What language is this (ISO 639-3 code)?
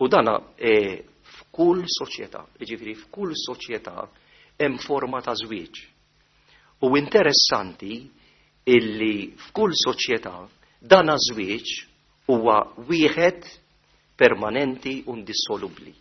mlt